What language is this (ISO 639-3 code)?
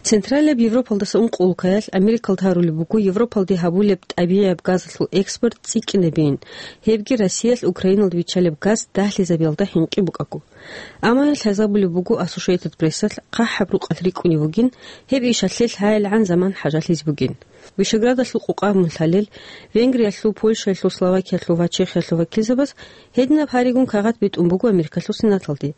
ava